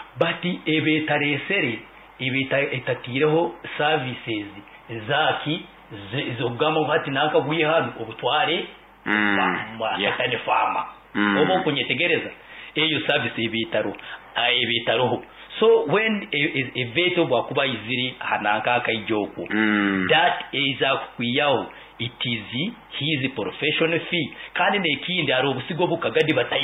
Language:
Nyoro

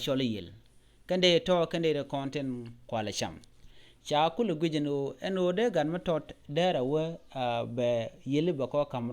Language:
Nuer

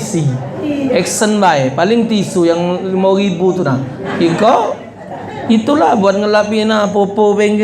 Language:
Musi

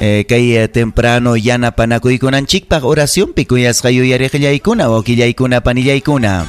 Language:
Ayacucho Quechua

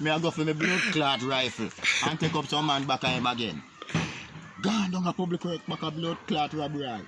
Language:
Jamaican Creole English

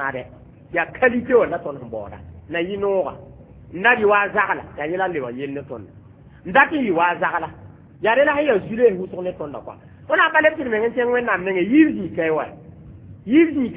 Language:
Mossi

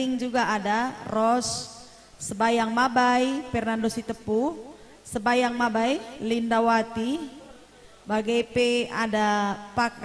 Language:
Batak Karo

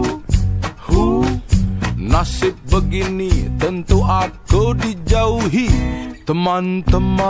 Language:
Musi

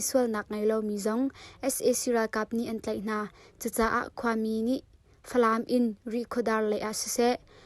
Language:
Hakha Chin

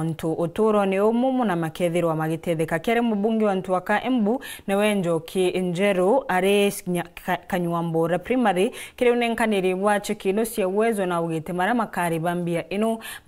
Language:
Meru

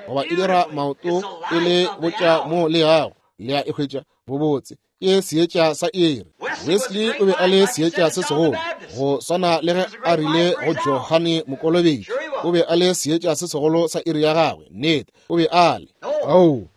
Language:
Northern Sotho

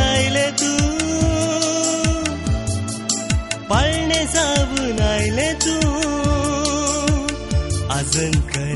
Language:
Konkani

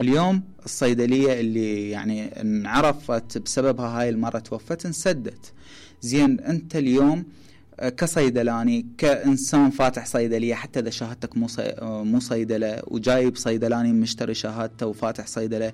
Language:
Mesopotamian Arabic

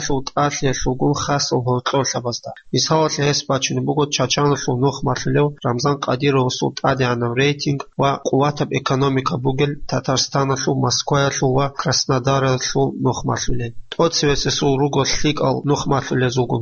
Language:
Avaric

